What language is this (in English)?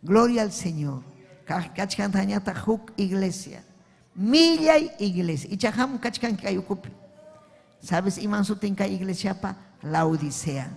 Ayacucho Quechua